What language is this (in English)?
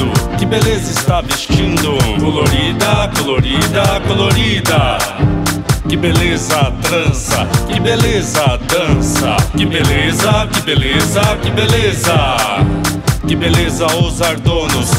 Portuguese